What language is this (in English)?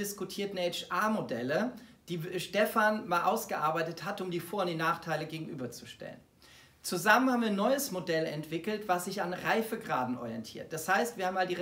German